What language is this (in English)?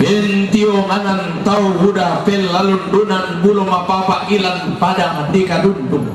Toraja-Sa'dan